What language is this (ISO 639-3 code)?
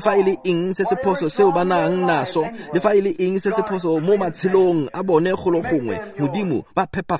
tsn